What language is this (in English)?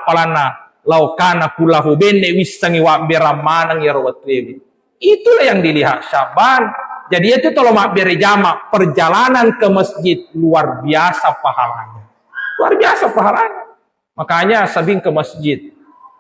Buginese